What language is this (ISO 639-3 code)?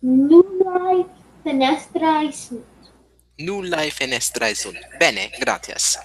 lat